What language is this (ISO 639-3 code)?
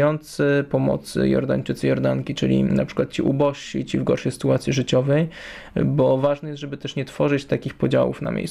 pol